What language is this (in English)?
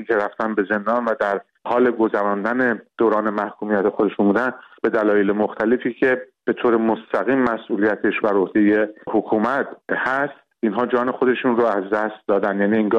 Persian